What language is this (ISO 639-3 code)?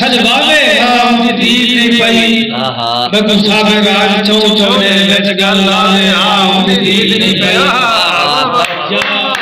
skr